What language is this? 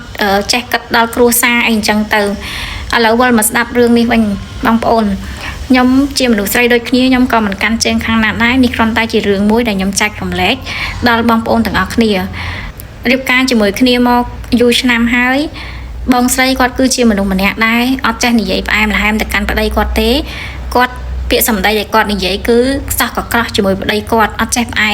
Khmer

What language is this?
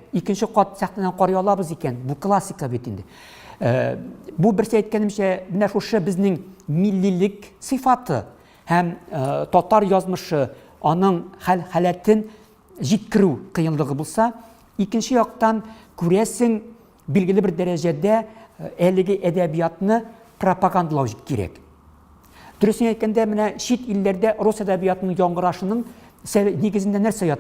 Tatar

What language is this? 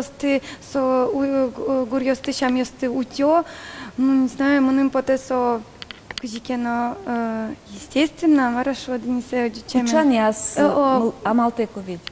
Udmurt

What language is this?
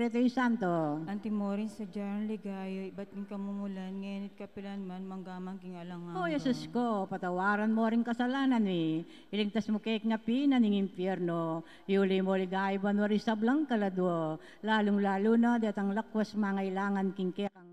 Pampanga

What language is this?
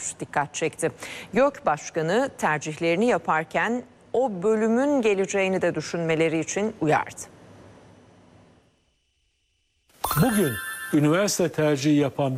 Turkish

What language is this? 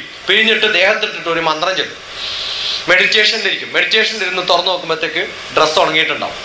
Malayalam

